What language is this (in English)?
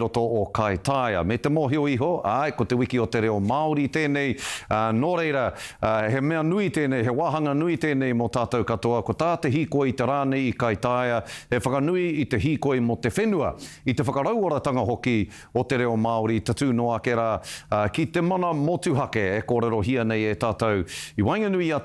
Māori